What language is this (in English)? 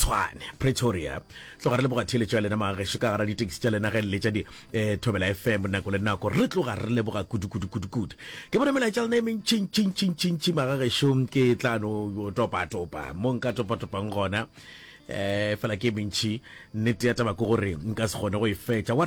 Northern Sotho